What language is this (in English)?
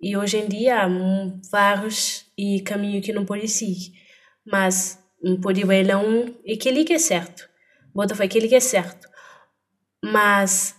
Kabuverdianu